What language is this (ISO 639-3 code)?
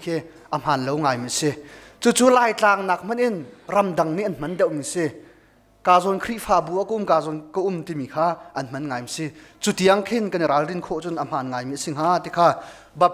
cnh